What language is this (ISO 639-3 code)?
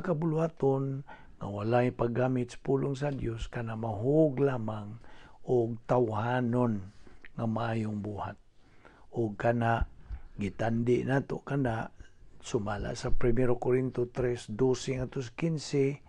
ceb